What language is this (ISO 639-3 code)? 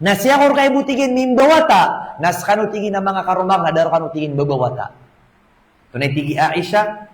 mrw